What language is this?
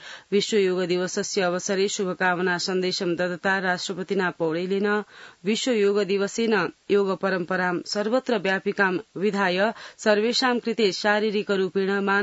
Sanskrit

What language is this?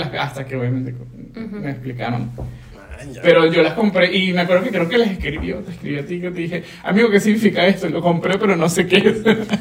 Spanish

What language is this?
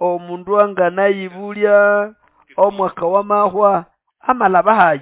Nande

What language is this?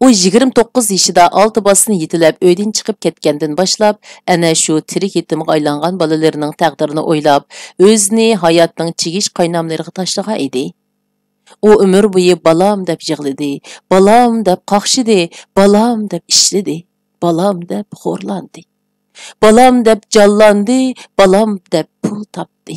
Uyghur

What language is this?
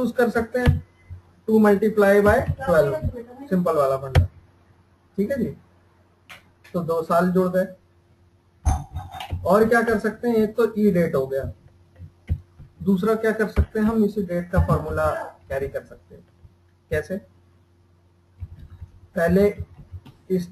Hindi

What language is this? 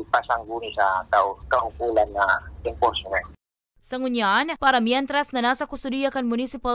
Bikol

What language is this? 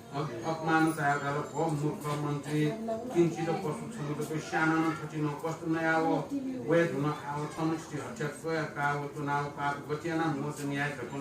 Newari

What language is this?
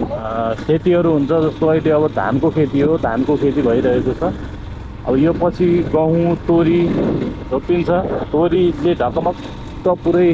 Nepali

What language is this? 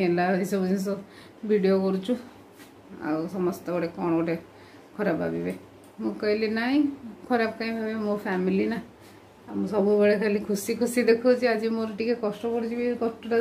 Odia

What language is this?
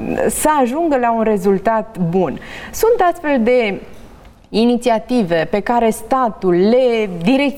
Romanian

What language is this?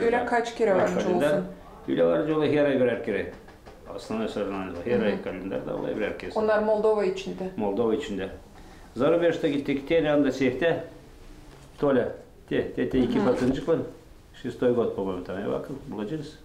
Gagauz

